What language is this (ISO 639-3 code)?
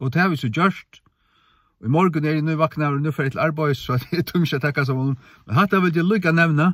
fao